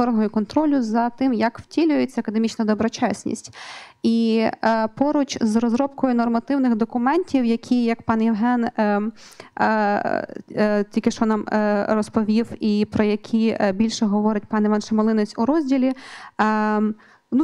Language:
Ukrainian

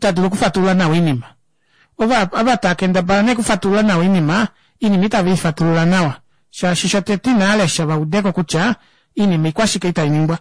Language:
Kuanyama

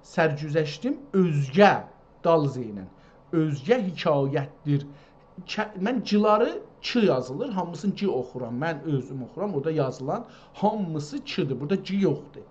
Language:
South Azerbaijani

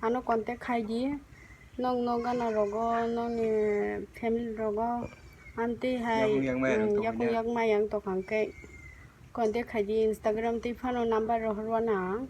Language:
Kok Borok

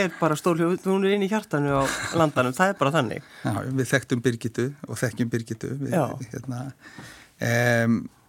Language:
Icelandic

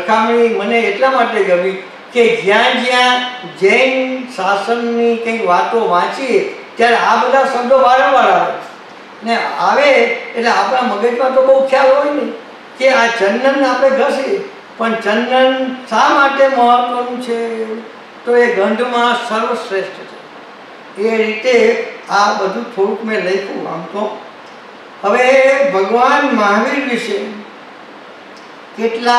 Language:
Gujarati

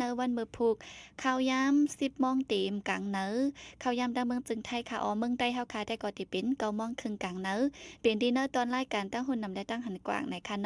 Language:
Shan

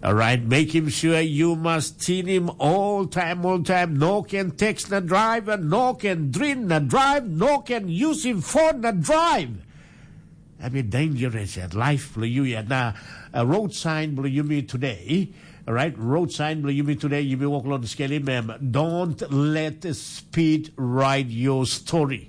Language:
Tok Pisin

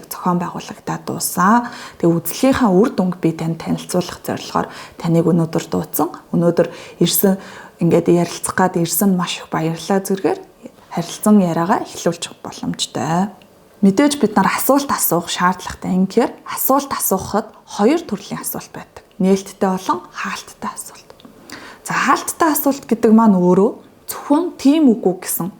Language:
Mongolian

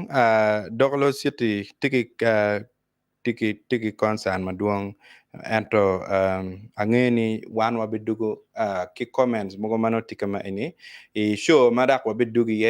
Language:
Acoli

